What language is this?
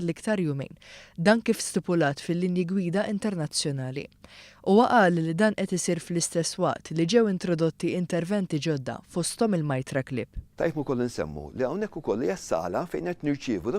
Maltese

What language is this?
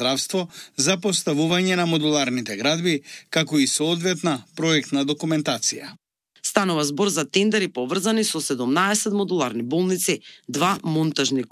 Macedonian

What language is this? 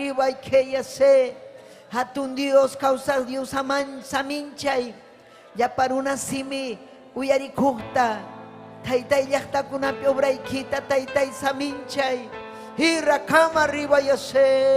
Ayacucho Quechua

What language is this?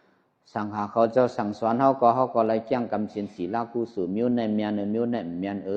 Shan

